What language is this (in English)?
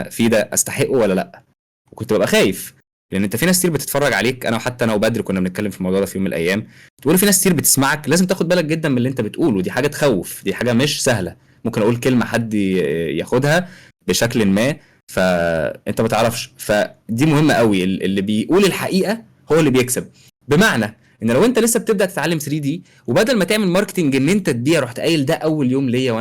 Egyptian Arabic